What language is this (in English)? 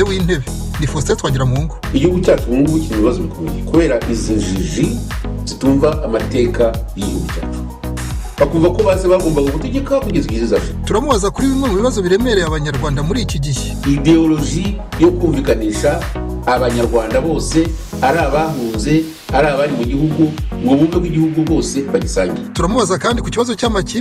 Kinyarwanda